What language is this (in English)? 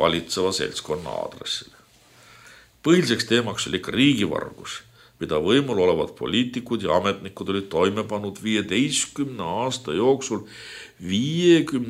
Estonian